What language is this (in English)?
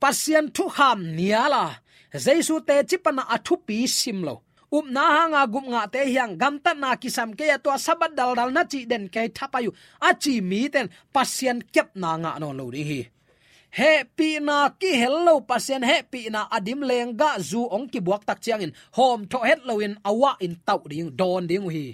Tedim Chin